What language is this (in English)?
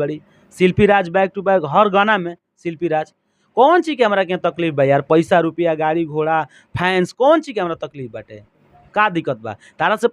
Bhojpuri